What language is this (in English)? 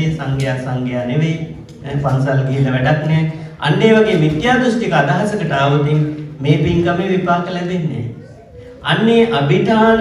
Sinhala